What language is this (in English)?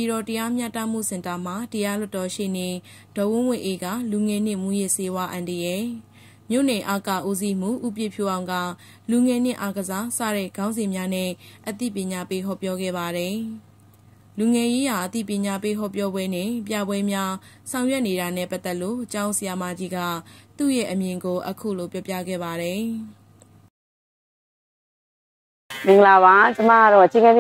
Burmese